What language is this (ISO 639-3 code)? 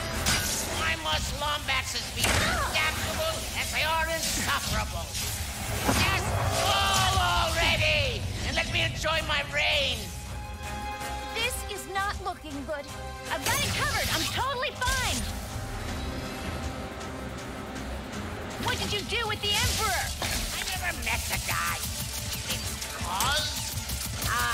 eng